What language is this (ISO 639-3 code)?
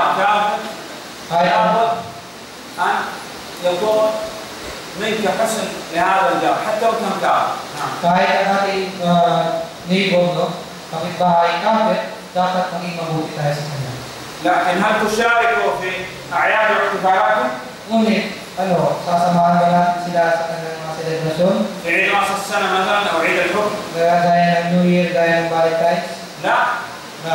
fil